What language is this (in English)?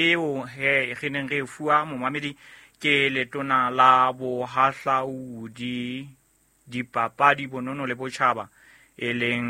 Southern Sotho